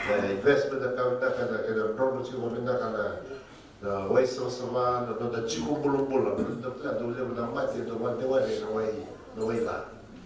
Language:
Fijian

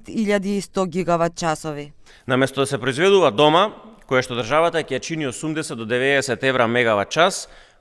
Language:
Macedonian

